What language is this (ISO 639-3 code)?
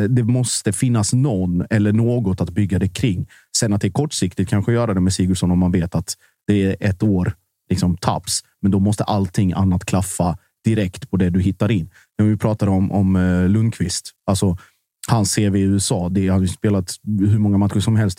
swe